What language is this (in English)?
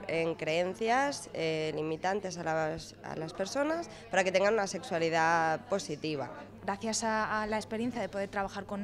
Spanish